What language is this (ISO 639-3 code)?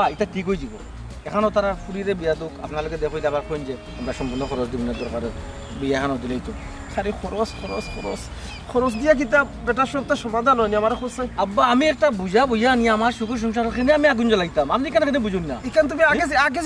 syl